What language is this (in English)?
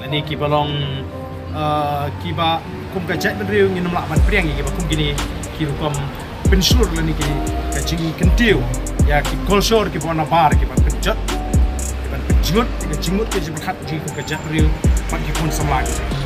Khasi